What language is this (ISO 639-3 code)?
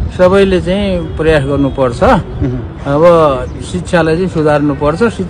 nep